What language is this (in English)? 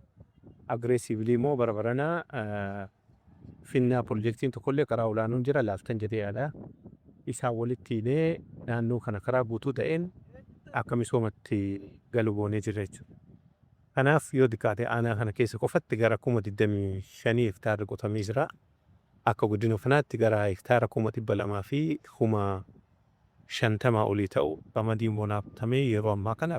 Oromo